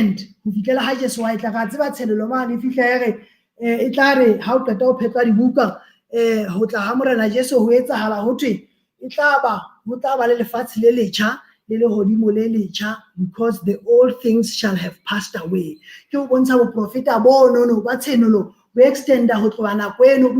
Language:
Southern Sotho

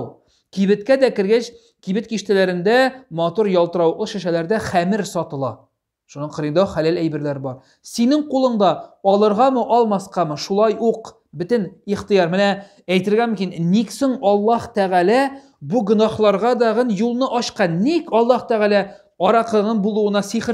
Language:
Tatar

